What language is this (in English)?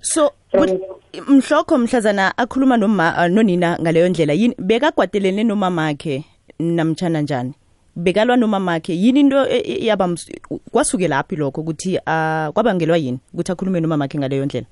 South Ndebele